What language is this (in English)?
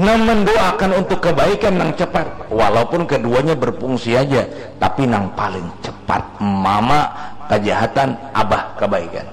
Banjar